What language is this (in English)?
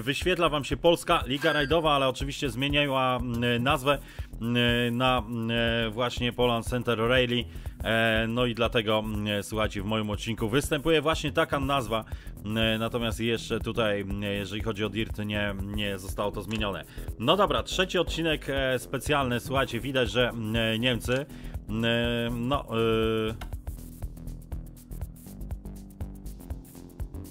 Polish